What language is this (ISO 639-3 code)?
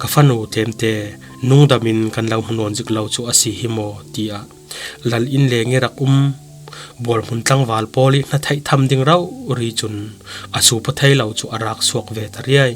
cfm